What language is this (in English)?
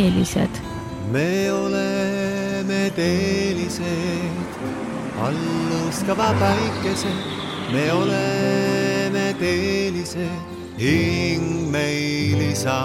Estonian